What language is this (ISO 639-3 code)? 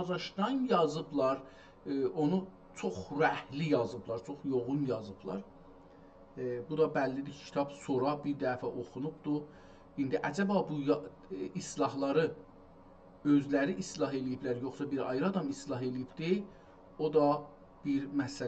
azb